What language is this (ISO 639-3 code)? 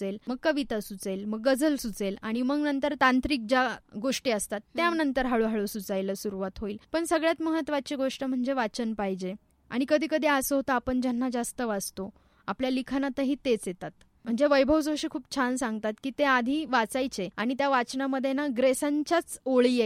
mar